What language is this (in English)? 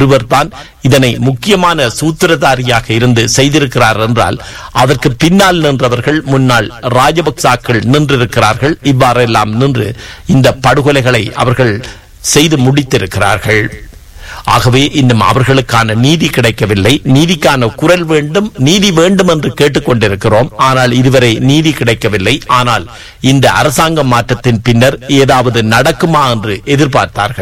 Tamil